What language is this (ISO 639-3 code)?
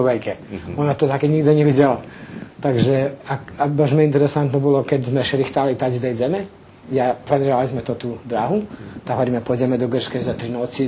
rue